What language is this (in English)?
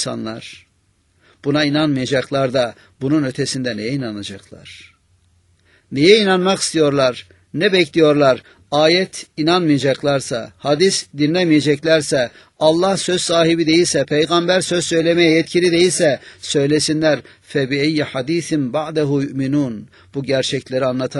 Turkish